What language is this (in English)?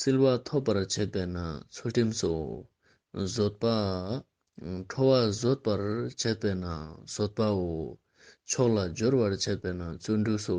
Ladakhi